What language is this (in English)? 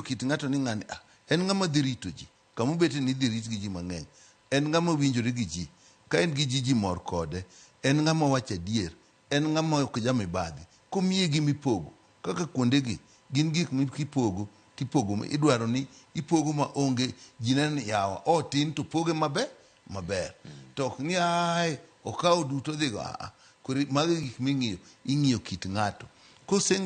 Luo (Kenya and Tanzania)